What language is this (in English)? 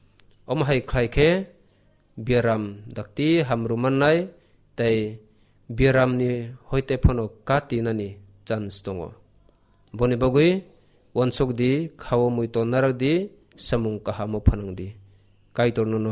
Kok Borok